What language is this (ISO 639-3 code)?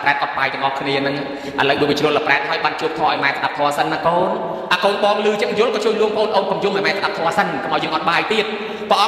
khm